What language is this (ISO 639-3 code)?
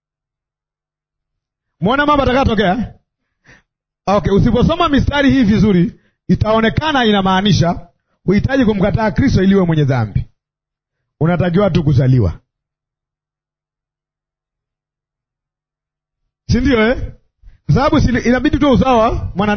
swa